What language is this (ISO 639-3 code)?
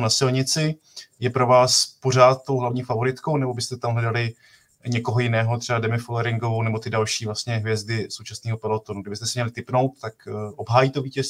ces